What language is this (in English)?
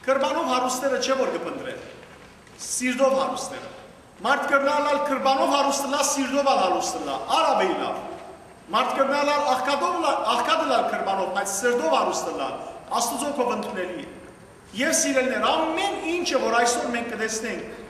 Western Armenian